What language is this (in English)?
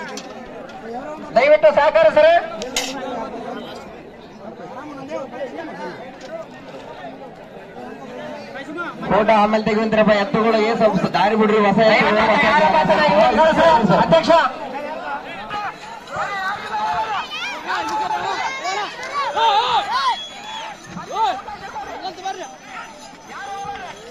Kannada